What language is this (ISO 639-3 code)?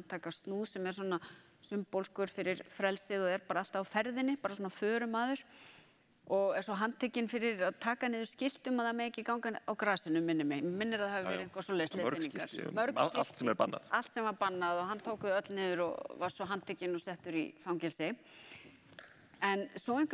isl